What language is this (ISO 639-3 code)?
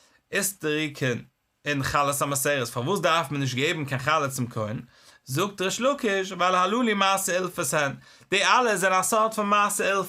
yid